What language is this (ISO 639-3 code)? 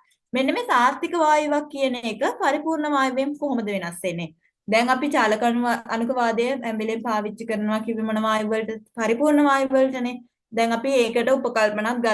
sin